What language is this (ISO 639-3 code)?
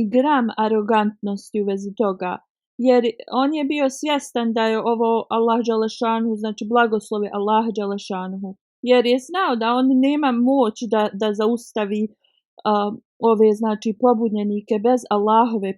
bos